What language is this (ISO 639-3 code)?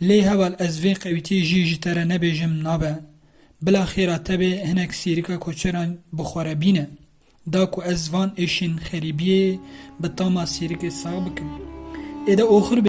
kur